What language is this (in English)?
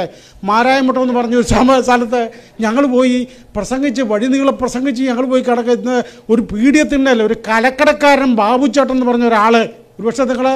Malayalam